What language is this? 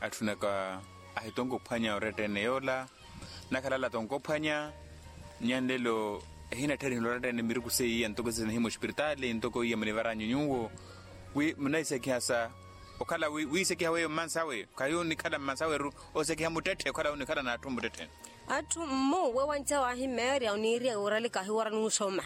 Makhuwa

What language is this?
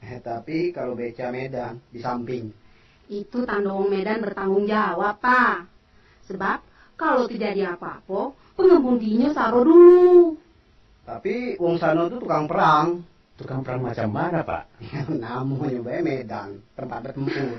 Minangkabau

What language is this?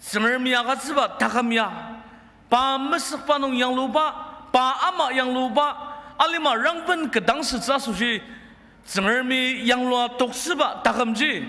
Ao Naga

